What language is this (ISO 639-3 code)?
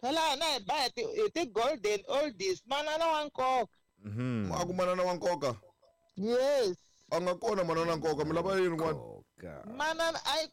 tso